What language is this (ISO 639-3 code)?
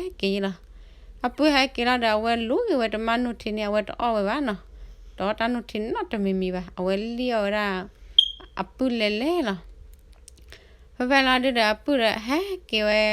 ksw